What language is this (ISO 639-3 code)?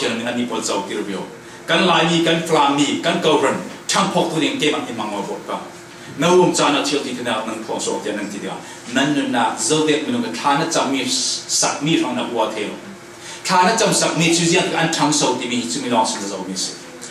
cfm